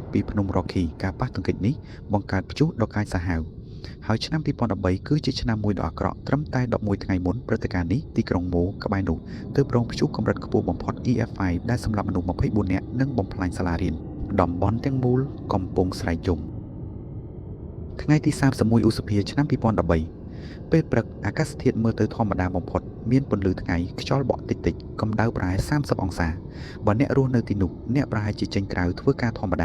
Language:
Khmer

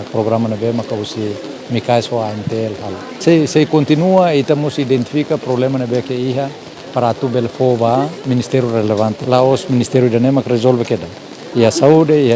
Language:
Tetum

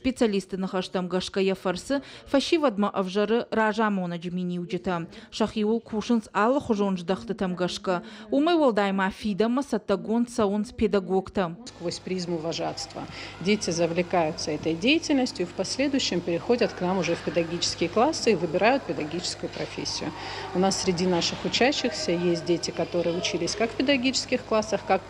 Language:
Ossetic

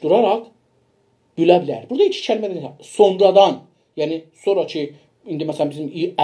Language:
South Azerbaijani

